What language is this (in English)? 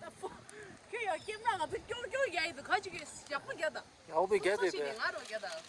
Tibetan